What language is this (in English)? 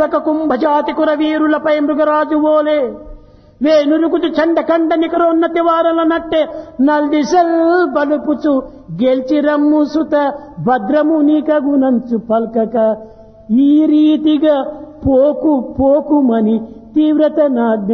Telugu